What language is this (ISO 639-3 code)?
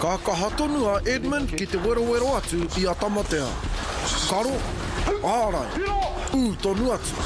mri